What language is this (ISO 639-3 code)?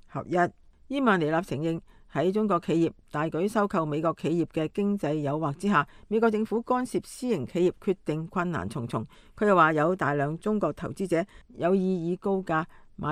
yue